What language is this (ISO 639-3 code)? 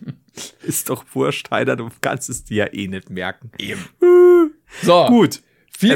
deu